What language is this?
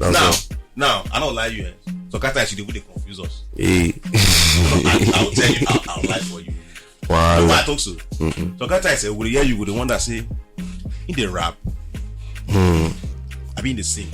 Nigerian Pidgin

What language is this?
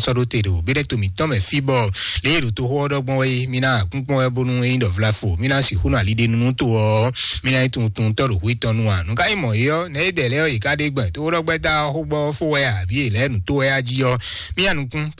Fon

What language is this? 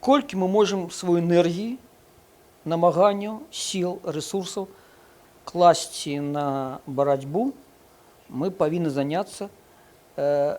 Belarusian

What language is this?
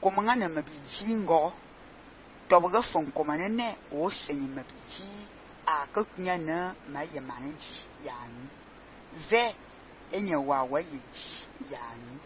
Fang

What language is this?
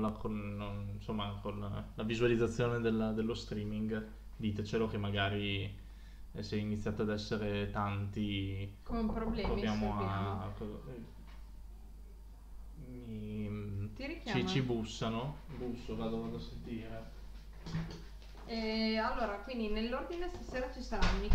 Italian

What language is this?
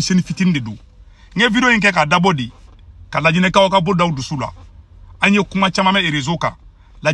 Bambara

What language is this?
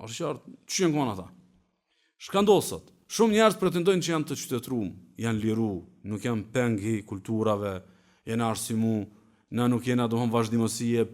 Albanian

